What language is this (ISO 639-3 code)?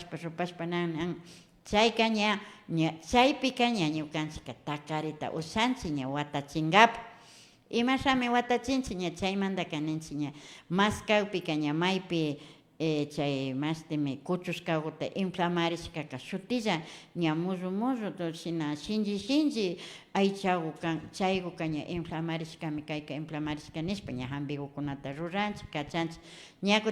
qvi